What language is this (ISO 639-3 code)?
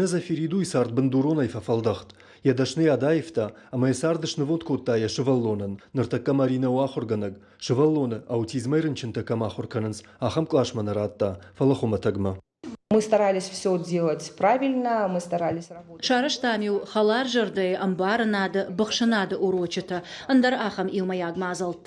oss